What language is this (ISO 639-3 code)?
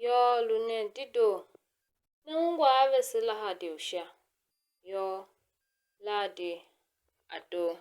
tiv